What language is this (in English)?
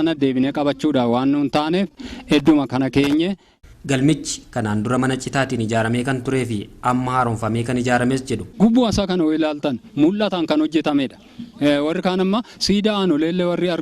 Oromo